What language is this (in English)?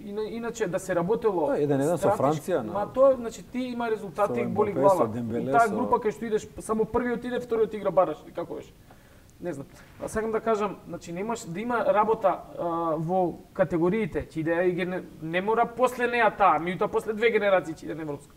Macedonian